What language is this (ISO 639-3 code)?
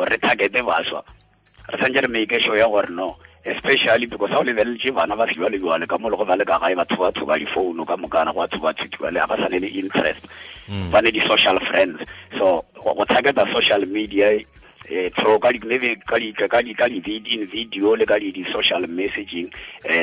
tsn